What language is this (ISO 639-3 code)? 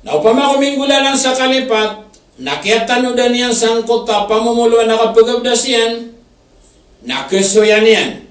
mrw